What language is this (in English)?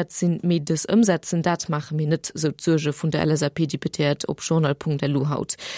Luxembourgish